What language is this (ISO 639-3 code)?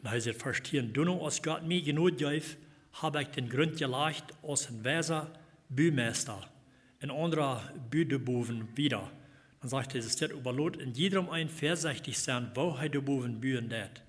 pdt